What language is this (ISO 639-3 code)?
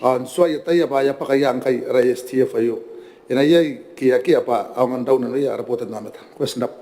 gil